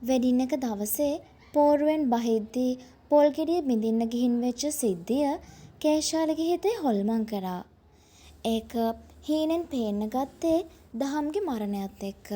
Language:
Sinhala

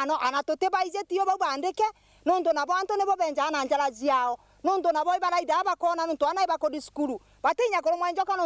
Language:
Meru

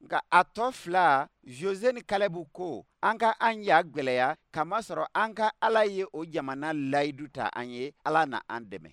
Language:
Bambara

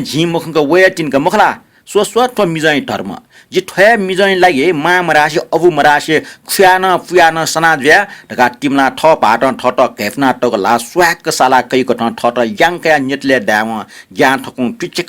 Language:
Newari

